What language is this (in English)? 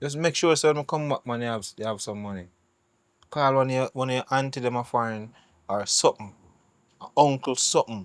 Jamaican Creole English